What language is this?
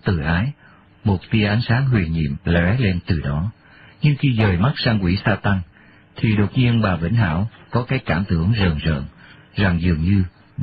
Vietnamese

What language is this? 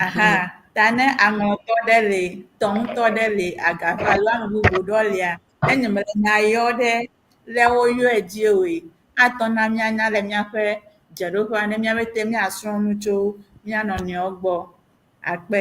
Ewe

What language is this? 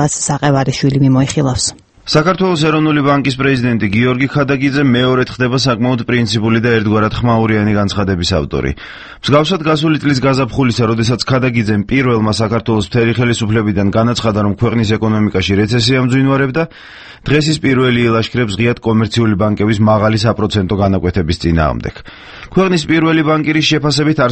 Georgian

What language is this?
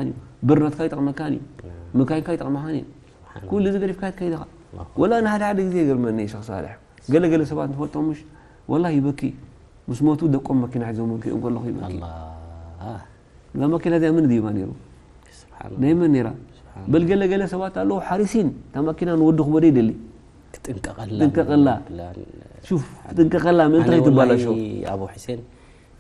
Tigrinya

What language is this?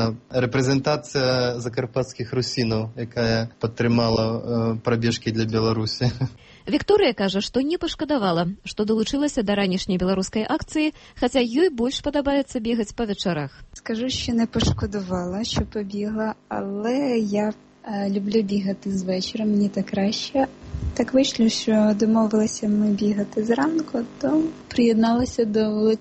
Belarusian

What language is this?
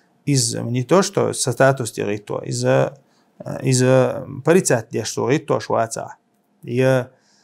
Chechen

